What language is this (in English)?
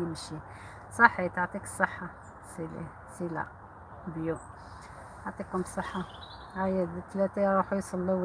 Algerian Arabic